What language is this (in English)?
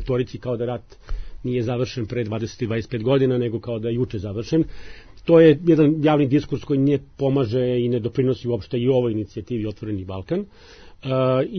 Serbian